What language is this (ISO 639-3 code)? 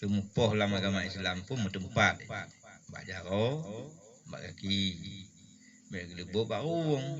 ace